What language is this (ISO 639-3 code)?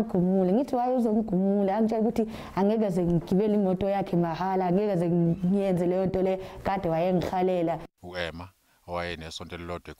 zul